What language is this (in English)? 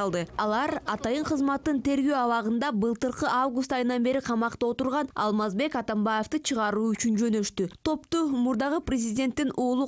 Kyrgyz